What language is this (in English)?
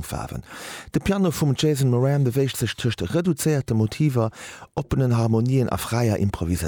Luxembourgish